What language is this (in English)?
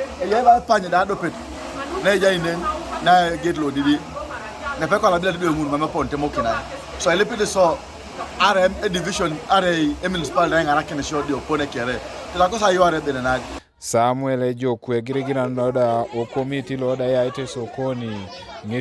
Teso